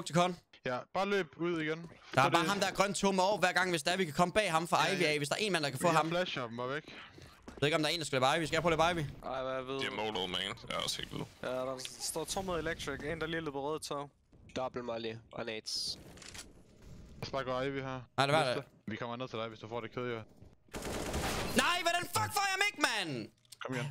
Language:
Danish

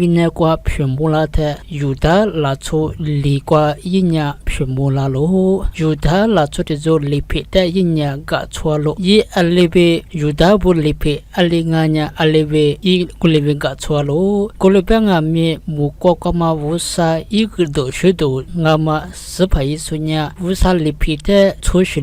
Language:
Lisu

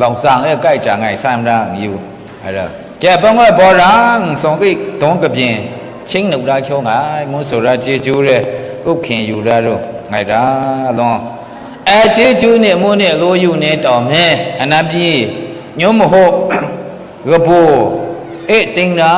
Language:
Maru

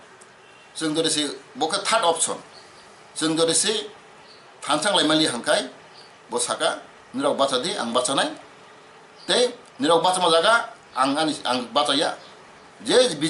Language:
Riang (India)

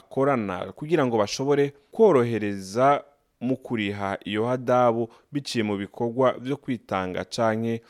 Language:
Rundi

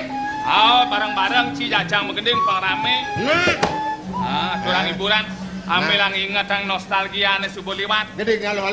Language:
Balinese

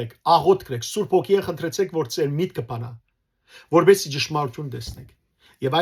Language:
Western Armenian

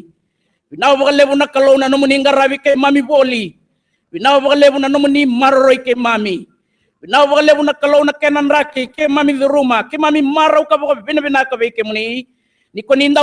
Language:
Fijian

